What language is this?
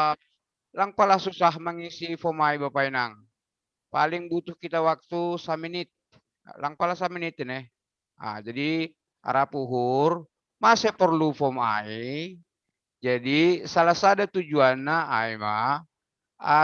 Batak Simalungun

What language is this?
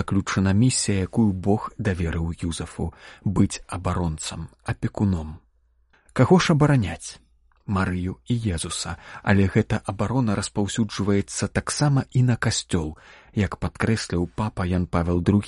Belarusian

